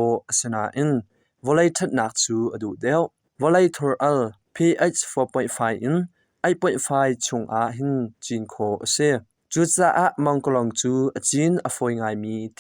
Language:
Hakha Chin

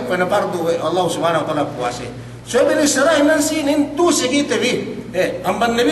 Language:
Yakan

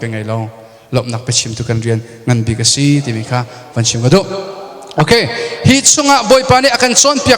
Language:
Hakha Chin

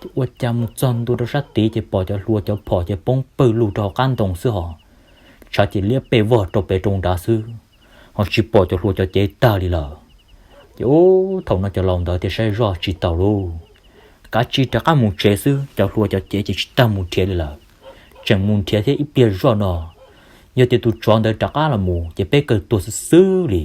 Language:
Hmong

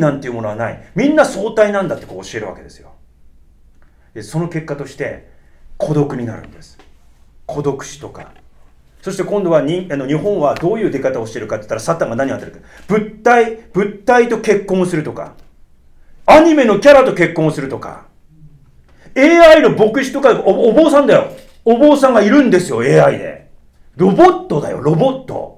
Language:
Japanese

